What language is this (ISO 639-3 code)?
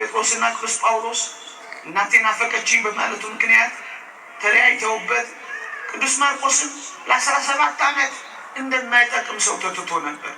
amh